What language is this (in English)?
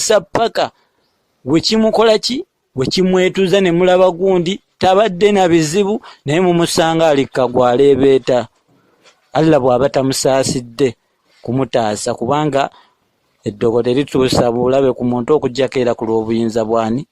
Ganda